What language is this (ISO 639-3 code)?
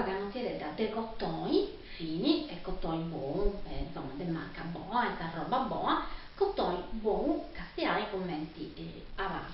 srd